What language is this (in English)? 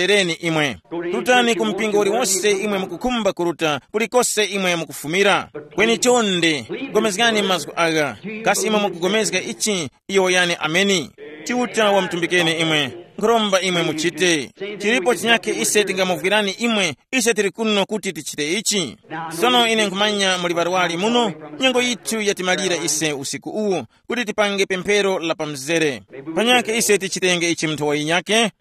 Tumbuka